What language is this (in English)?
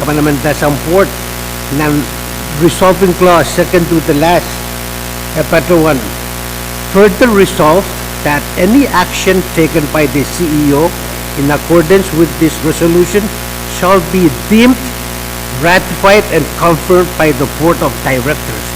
Pohnpeian